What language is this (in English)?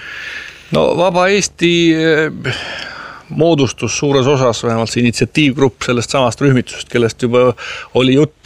Estonian